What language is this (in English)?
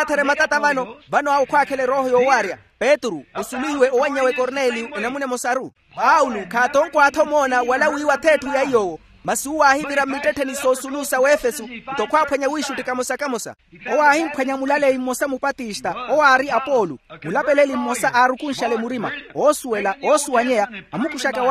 Makhuwa